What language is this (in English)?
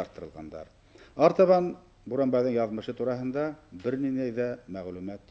Bashkir